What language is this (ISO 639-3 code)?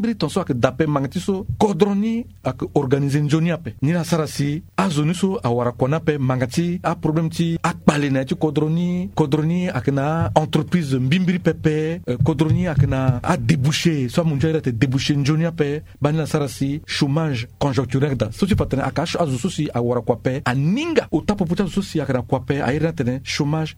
sag